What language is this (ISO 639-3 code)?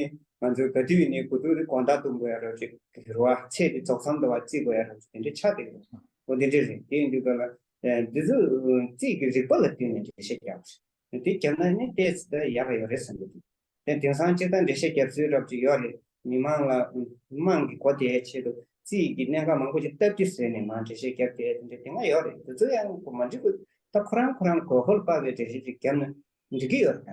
bod